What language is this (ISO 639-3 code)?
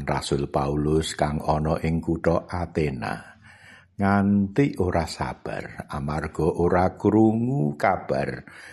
jav